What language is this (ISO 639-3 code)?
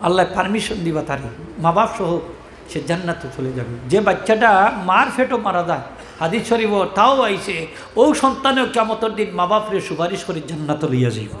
syl